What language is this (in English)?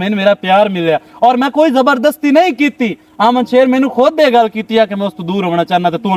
Western Panjabi